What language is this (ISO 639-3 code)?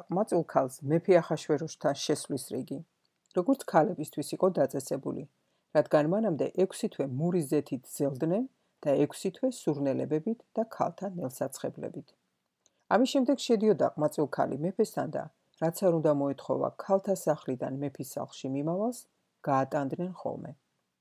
kat